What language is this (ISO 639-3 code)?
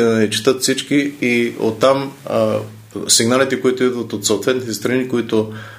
bul